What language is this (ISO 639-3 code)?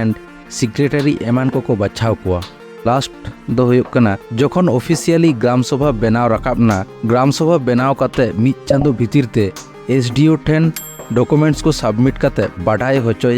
sat